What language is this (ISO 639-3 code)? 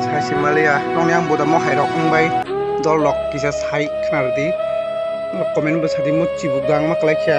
trp